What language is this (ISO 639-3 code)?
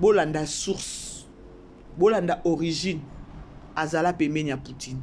lin